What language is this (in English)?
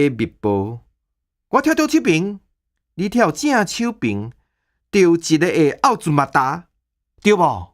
Min Nan Chinese